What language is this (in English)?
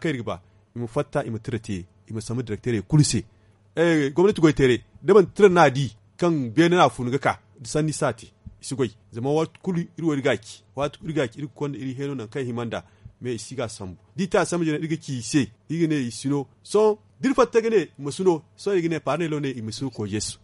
Zarma